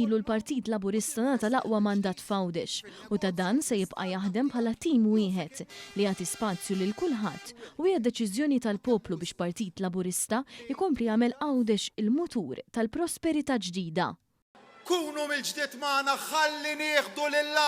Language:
Maltese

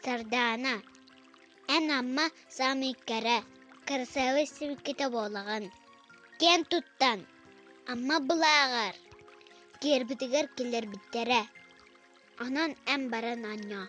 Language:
Yakut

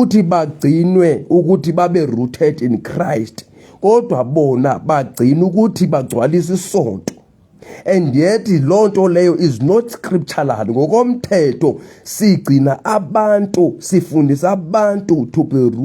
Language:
Zulu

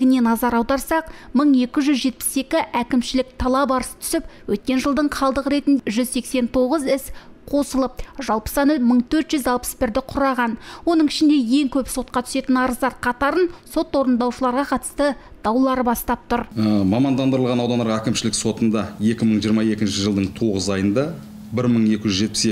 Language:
Kazakh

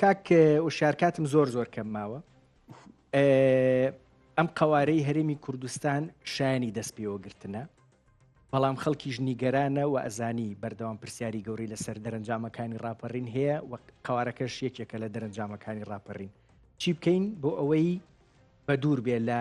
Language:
Central Kurdish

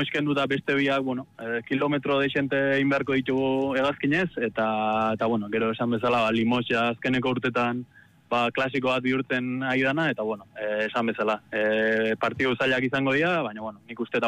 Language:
Basque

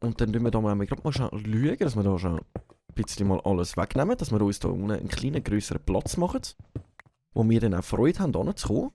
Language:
Swiss German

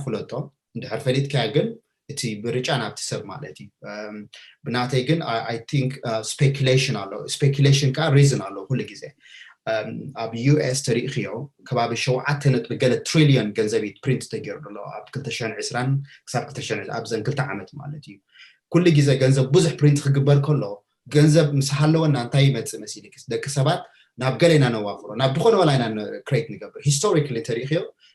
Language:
Tigrinya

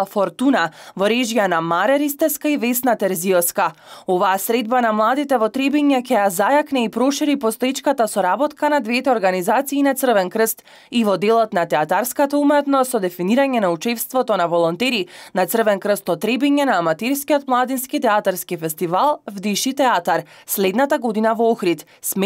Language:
Macedonian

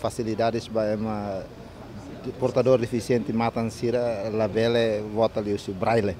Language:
Tetum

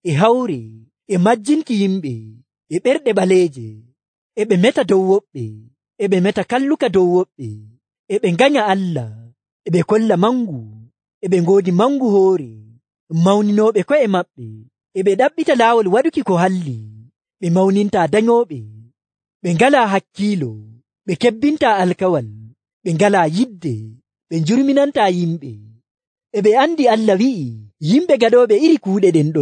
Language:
Nigerian Fulfulde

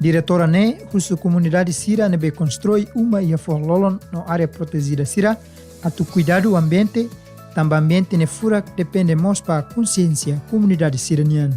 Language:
Tetum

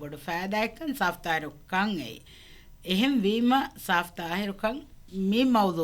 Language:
Divehi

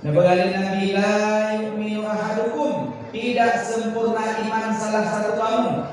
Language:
Achinese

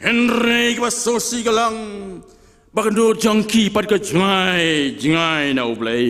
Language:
Khasi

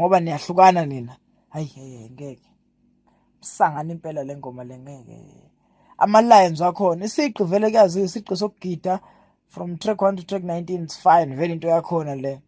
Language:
Zulu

